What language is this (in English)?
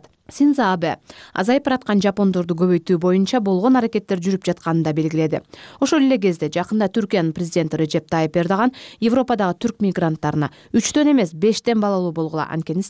Kyrgyz